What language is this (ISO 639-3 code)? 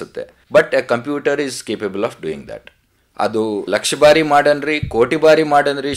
kan